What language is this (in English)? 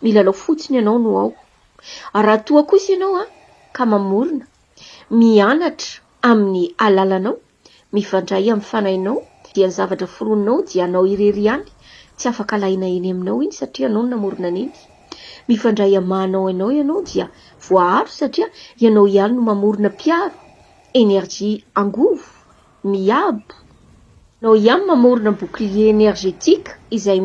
Malagasy